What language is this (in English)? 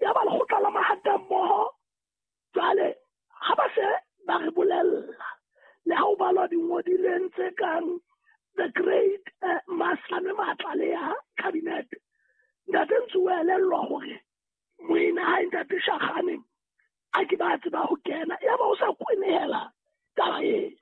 Southern Sotho